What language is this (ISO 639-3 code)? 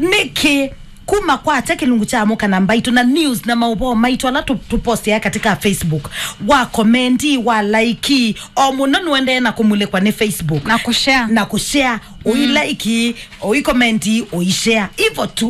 kam